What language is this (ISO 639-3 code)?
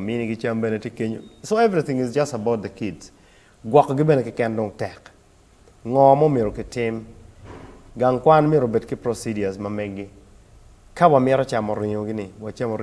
ach